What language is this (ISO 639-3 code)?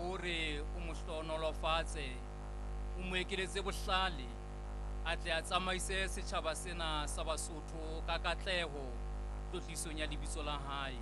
sot